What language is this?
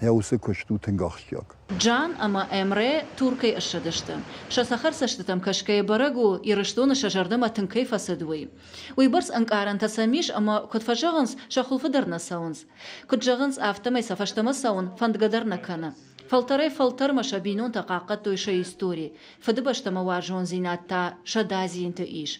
Ossetic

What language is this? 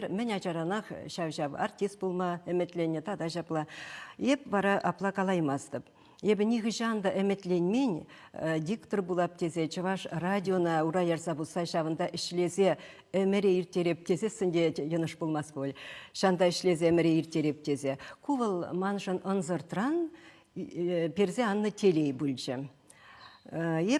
Chuvash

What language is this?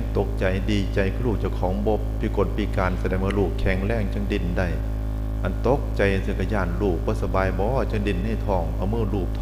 Northeastern Thai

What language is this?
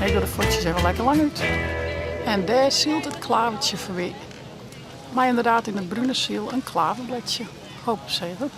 Western Frisian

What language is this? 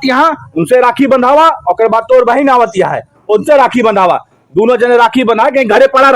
Awadhi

